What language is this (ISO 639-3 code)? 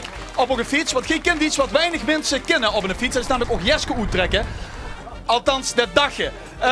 lim